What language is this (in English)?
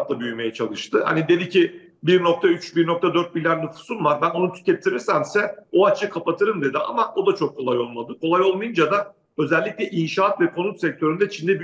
Turkish